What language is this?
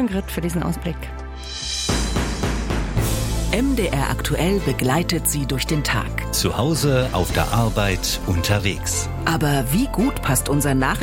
German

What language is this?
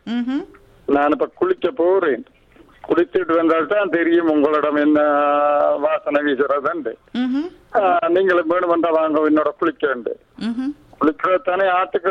Tamil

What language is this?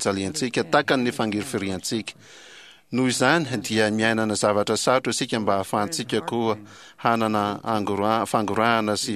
Malagasy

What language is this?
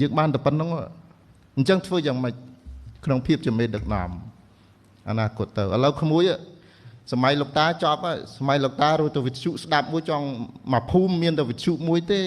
Khmer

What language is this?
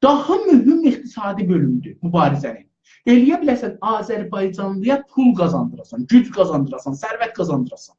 South Azerbaijani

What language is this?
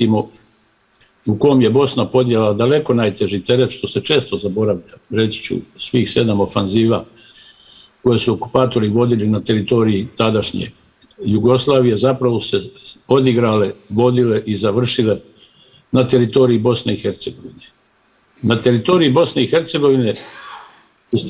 Bosnian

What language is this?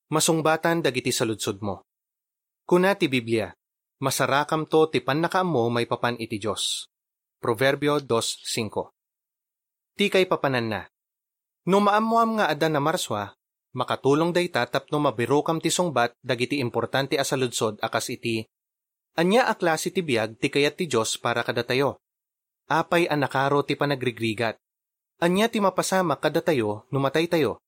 Iloko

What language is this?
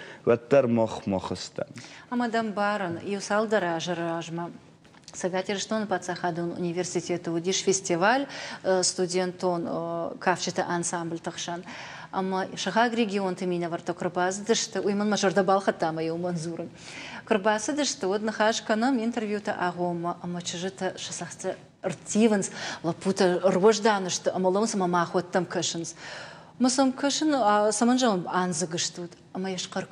Ossetic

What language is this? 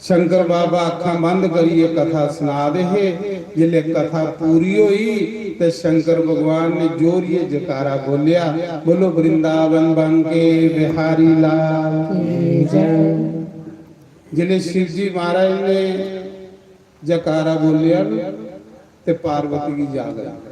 Dogri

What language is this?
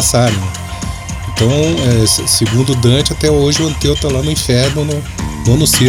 Portuguese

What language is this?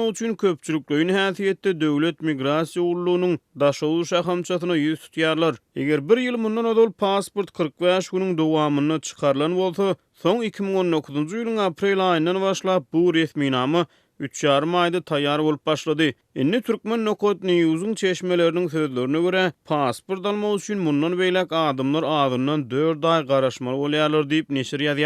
Turkmen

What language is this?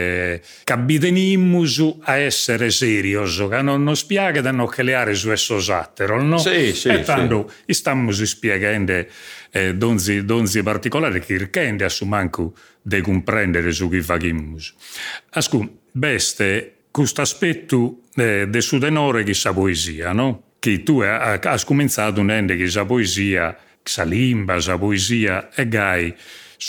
Sardinian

